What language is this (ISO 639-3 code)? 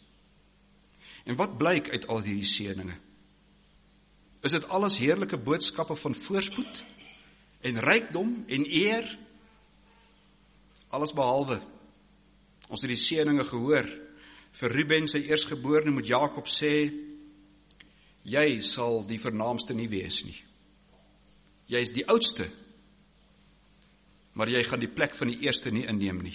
afr